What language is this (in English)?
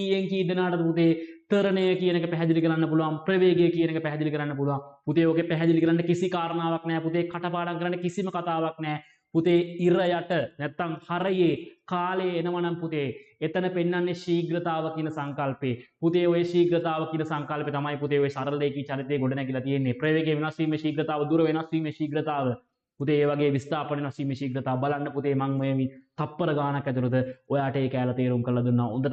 Sinhala